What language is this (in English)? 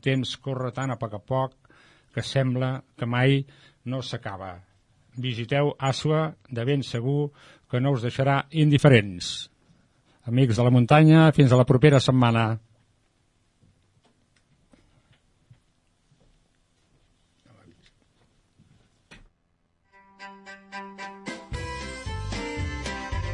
Catalan